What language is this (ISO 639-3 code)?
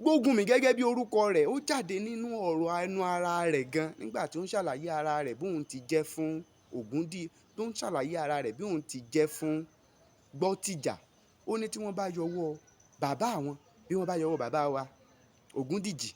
yor